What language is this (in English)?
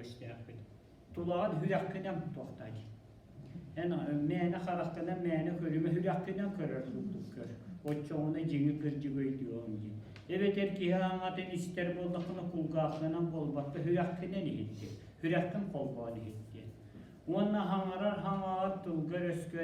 Yakut